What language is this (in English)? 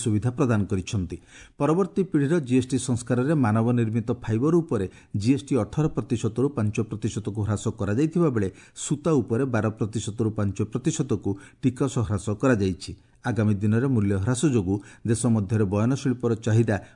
Odia